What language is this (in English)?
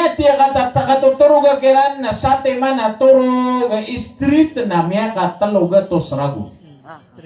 Maranao